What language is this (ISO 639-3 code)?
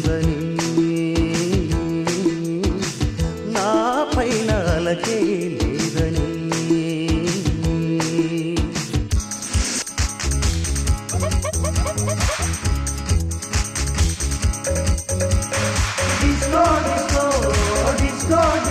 tel